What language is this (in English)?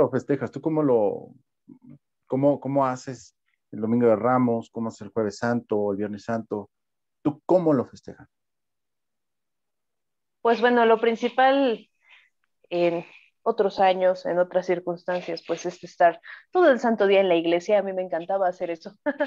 Spanish